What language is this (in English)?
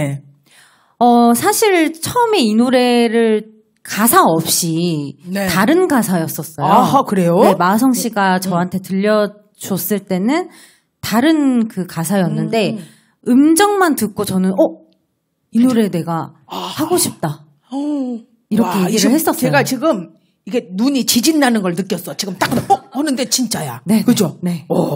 Korean